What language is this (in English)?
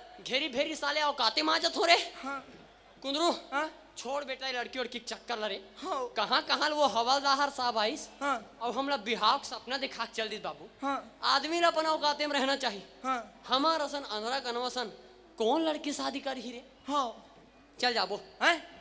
Chhattisgarhi